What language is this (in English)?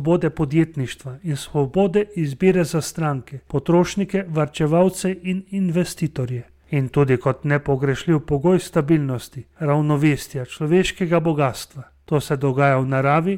Slovenian